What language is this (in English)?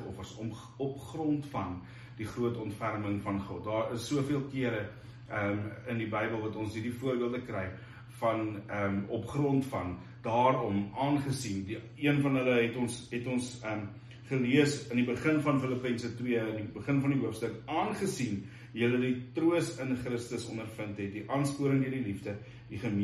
Afrikaans